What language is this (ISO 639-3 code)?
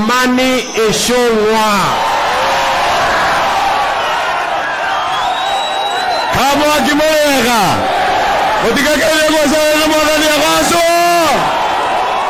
swa